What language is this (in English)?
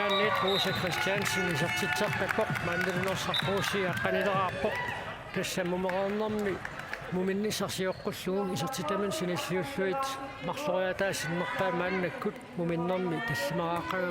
Kalaallisut